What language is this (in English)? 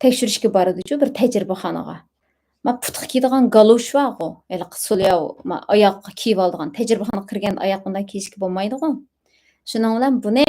Uyghur